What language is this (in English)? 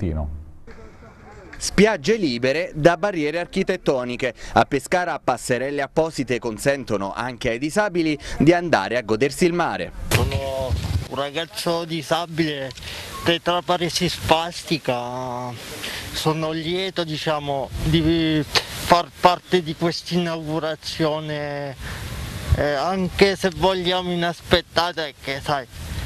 Italian